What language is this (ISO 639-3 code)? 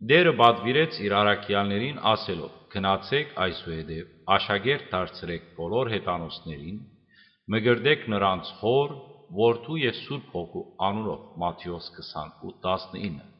hyw